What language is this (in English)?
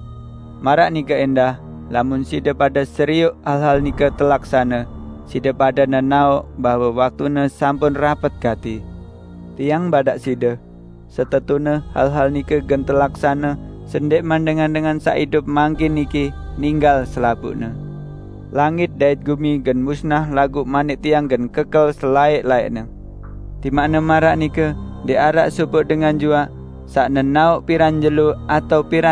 Sasak